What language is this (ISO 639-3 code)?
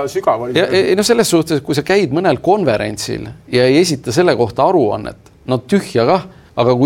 est